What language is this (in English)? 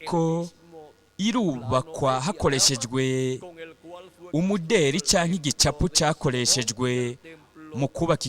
Rundi